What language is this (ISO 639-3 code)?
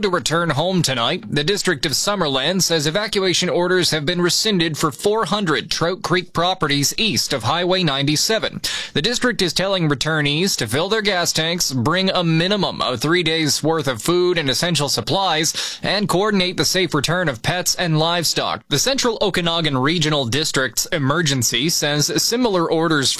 eng